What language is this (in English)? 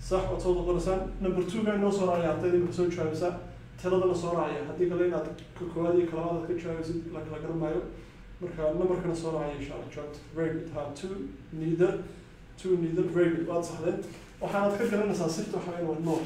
Somali